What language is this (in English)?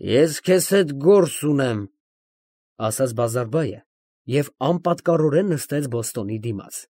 Armenian